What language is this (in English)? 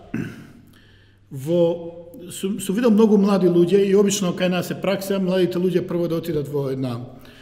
Macedonian